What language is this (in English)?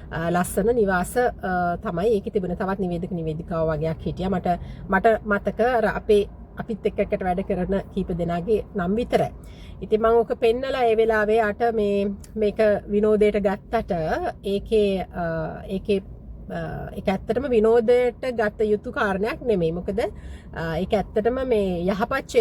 Sinhala